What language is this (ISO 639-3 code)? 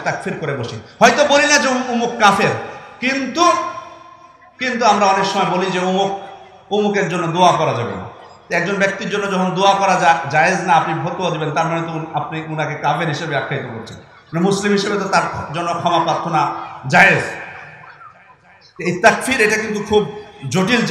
ben